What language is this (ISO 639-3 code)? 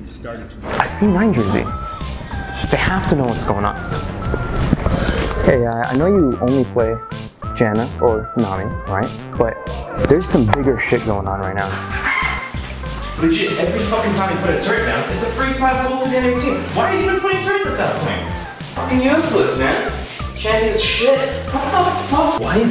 eng